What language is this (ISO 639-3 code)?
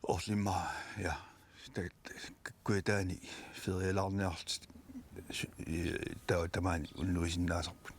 kal